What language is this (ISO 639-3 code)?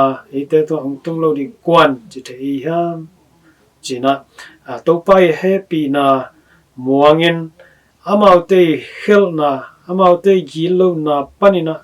ctd